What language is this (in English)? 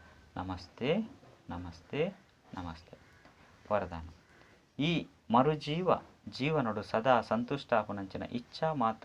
Tulu